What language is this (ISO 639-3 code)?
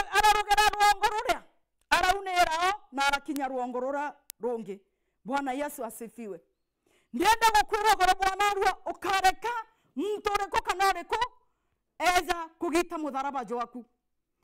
mer